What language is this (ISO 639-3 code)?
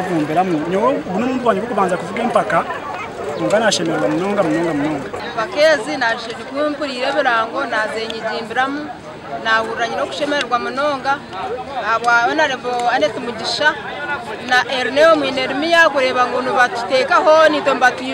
nyn